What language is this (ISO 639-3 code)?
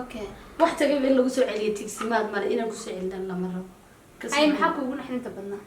som